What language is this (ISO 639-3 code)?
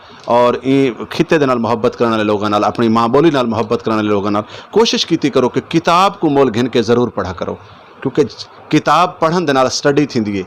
skr